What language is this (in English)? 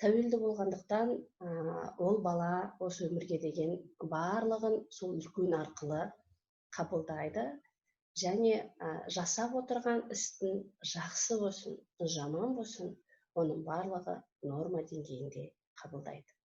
Kazakh